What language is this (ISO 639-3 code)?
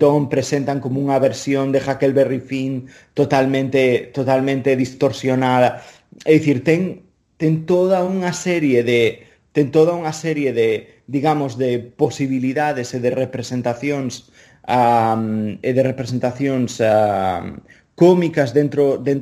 glg